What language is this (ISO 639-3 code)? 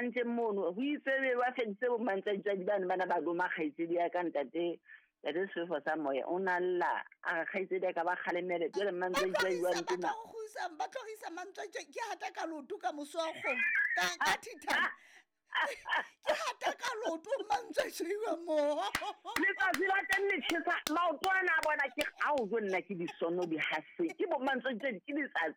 sot